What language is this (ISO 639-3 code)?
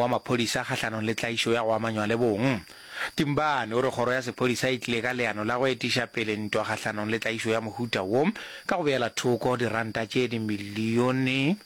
nso